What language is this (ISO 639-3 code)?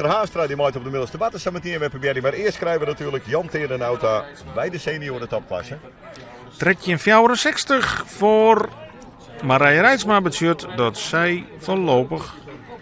fry